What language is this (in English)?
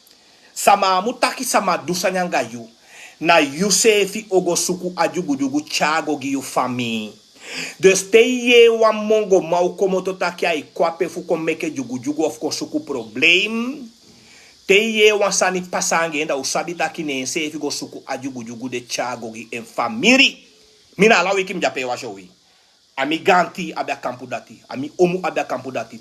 Sranan Tongo